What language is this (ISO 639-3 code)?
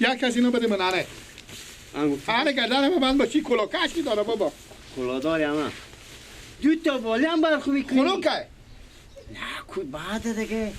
fas